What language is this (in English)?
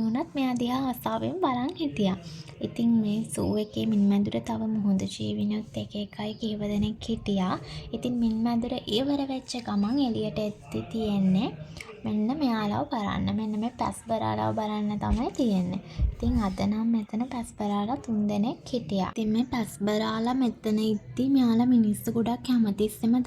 Sinhala